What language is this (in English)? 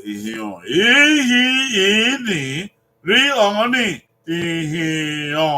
Bini